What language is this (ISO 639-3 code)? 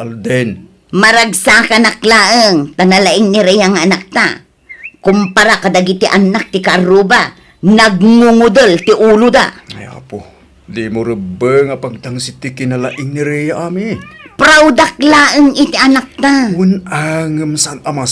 ilo